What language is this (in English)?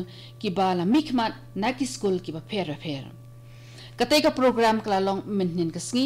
Khasi